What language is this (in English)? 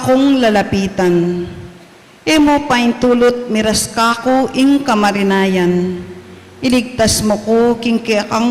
Pampanga